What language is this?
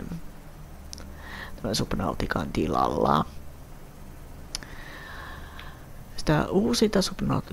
Finnish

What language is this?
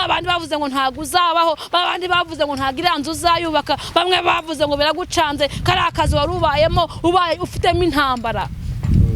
Kinyarwanda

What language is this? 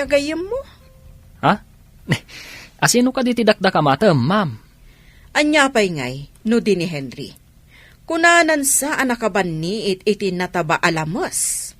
Iloko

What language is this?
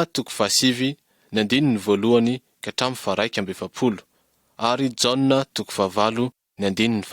Malagasy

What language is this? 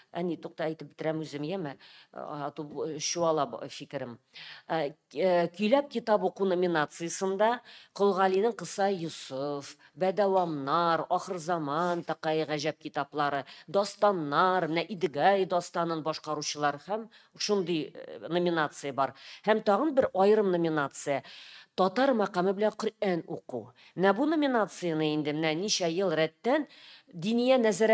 Tatar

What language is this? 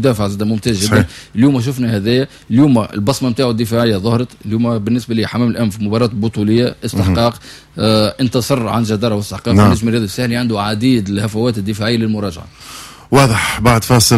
Tunisian Arabic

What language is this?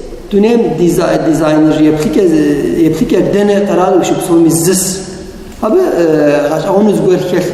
Kabardian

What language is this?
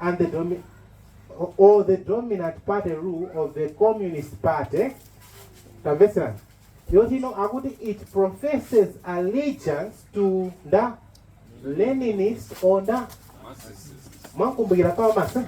Nyanja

